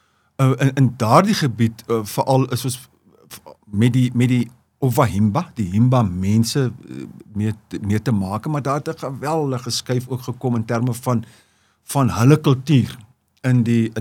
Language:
Afrikaans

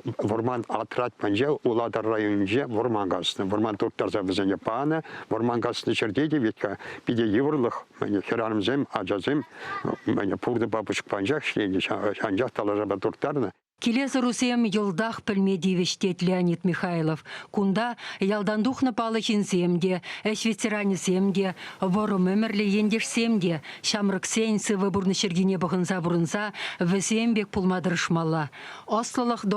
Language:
Chuvash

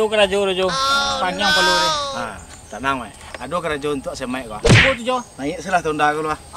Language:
Minangkabau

